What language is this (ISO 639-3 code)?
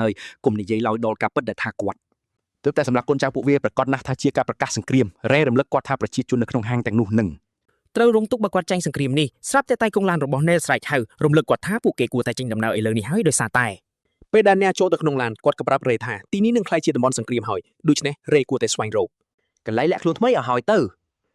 khm